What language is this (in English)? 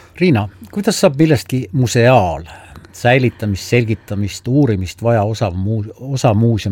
Estonian